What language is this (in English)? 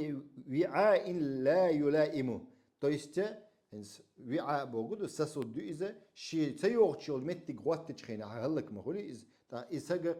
Chechen